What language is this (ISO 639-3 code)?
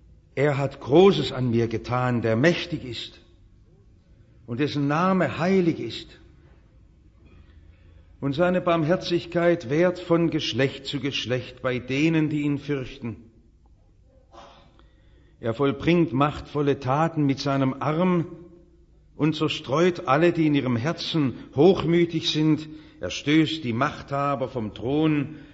deu